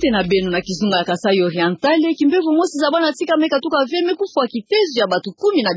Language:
Kituba (Democratic Republic of Congo)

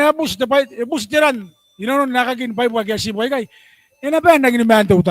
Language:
Gilbertese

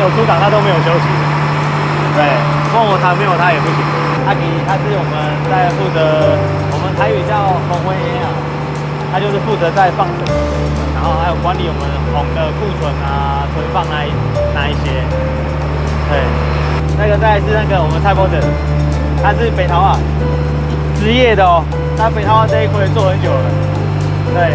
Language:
Chinese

